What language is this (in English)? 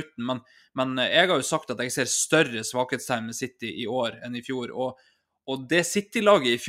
Norwegian